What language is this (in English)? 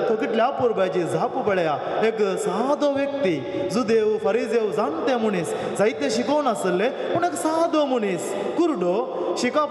Konkani